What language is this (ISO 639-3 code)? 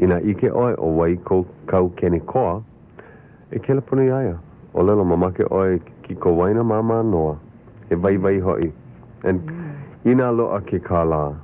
haw